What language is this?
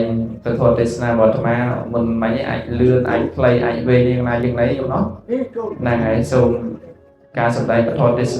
Khmer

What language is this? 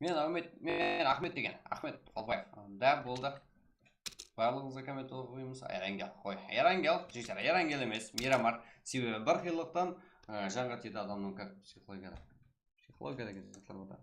Kara-Kalpak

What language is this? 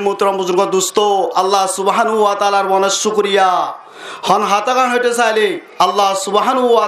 Rohingya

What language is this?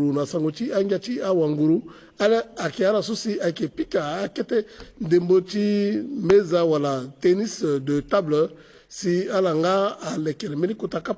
Sango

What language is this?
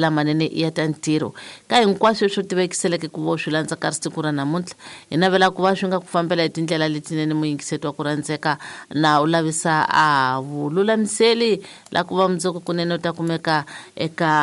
Tsonga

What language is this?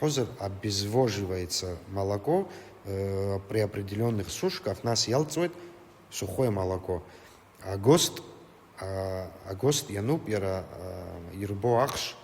Abkhazian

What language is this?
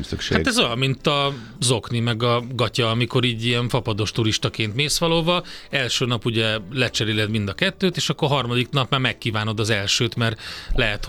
Hungarian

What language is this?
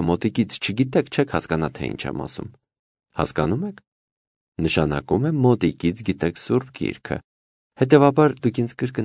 Armenian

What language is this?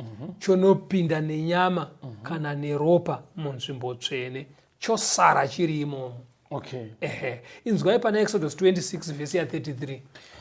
Shona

